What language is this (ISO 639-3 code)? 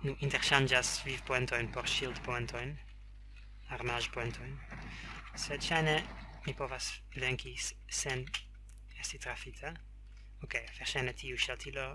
epo